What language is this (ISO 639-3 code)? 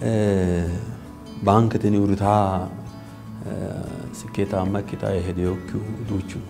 sid